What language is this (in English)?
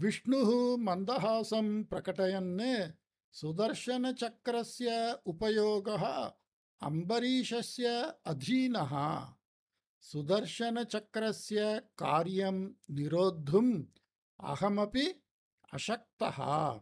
Sanskrit